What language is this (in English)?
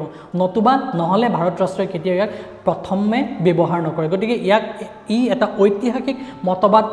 Assamese